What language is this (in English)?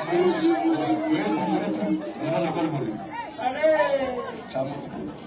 Northern Sotho